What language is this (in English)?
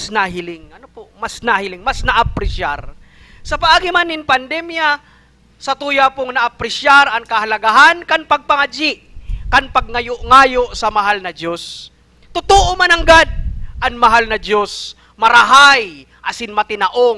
Bikol